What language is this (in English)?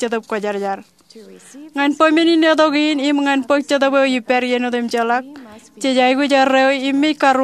Marshallese